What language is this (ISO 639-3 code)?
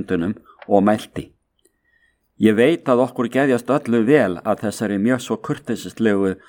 isl